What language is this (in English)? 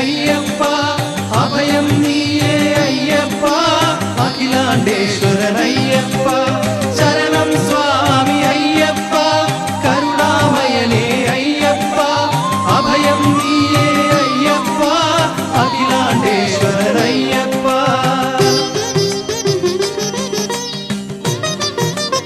Malayalam